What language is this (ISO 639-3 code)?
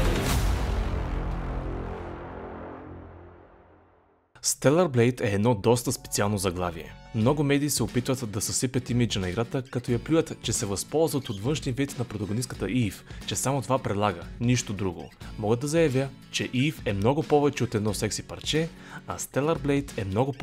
bul